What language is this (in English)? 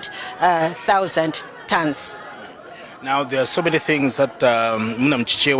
Nyanja